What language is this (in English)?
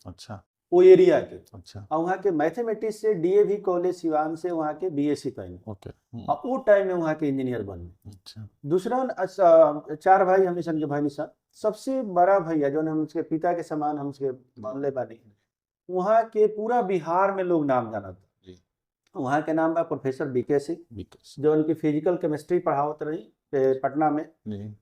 Bhojpuri